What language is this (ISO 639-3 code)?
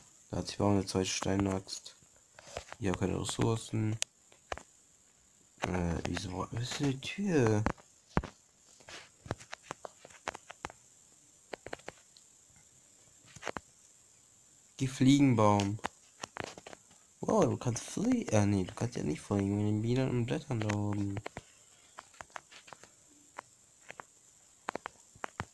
deu